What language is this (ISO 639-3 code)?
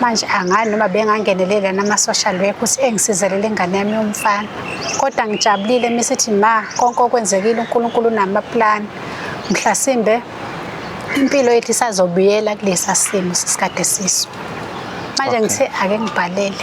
zul